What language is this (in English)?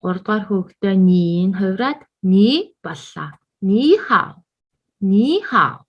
Mongolian